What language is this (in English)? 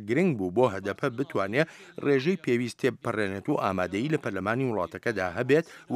Central Kurdish